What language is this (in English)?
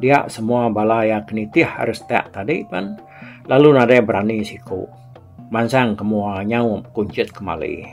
Iban